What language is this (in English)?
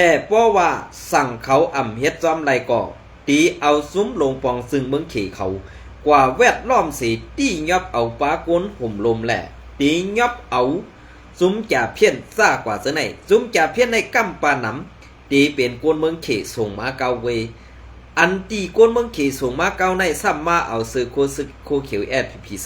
Shan